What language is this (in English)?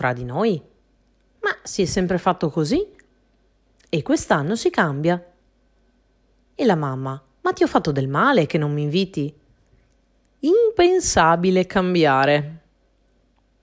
Italian